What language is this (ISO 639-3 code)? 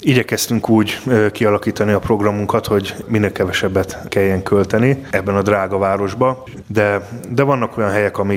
hun